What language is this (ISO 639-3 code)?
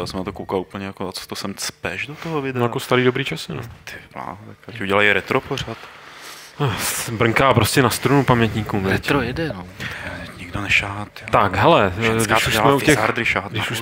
ces